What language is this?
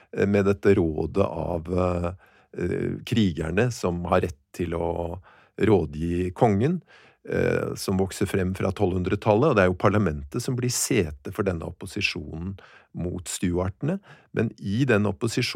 Norwegian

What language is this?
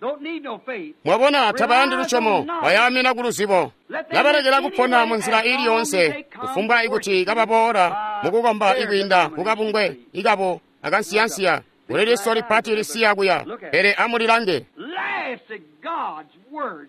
Tonga (Zambia)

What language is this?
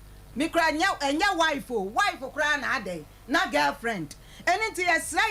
Akan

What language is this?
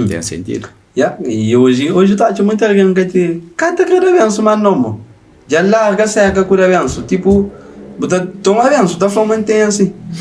Kabuverdianu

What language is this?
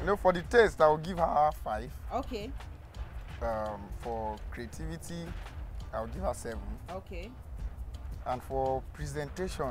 Nigerian Pidgin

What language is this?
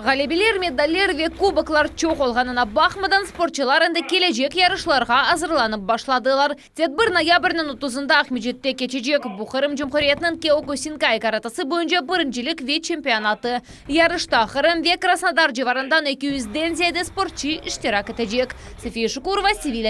Crimean Tatar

